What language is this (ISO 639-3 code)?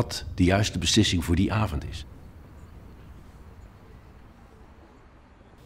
nld